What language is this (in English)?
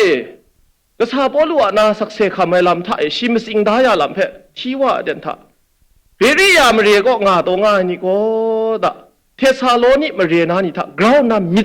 Kachin